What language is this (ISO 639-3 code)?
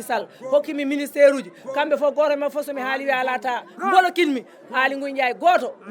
ful